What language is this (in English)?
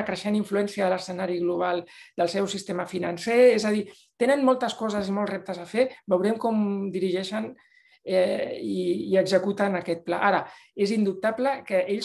Catalan